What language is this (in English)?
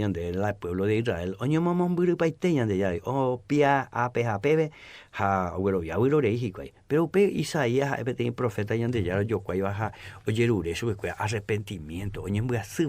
Guarani